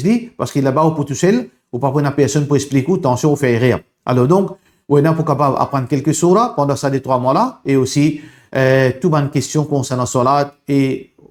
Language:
Morisyen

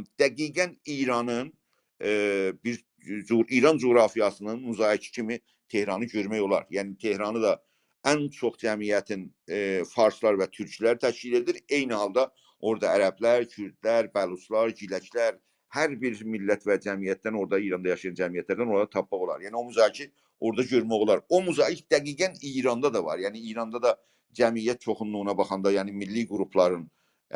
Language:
South Azerbaijani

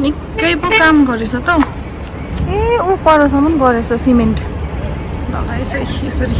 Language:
Nepali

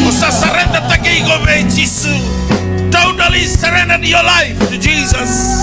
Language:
Fijian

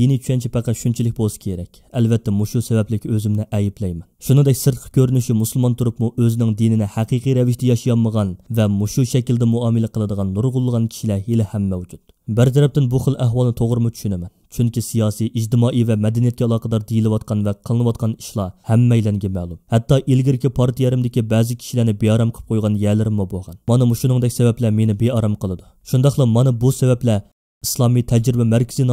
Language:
Uyghur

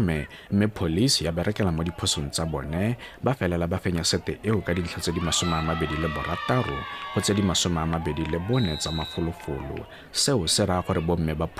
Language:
Tswana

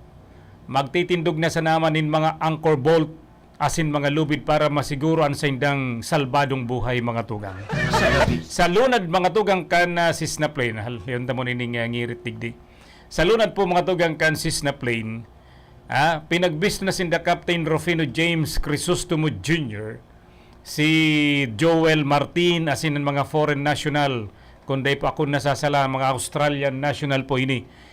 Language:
Bikol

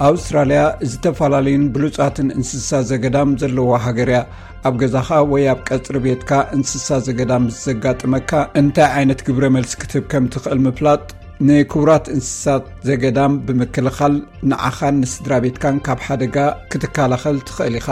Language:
Tigrinya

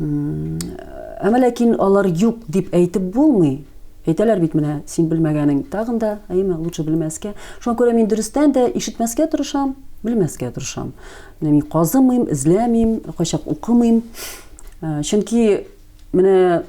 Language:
Tatar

